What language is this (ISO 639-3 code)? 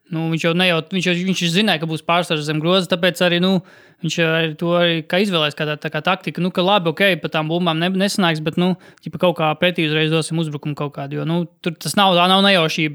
lav